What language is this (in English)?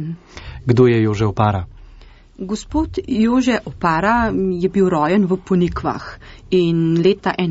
Slovenian